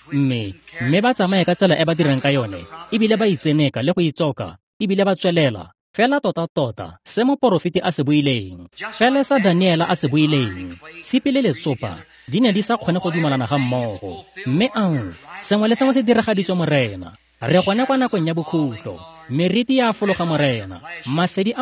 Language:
Tswana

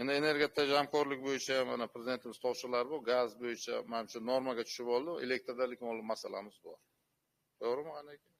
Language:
Uzbek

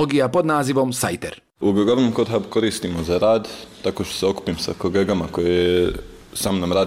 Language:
Croatian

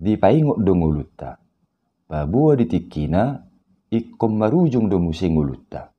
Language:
Batak Toba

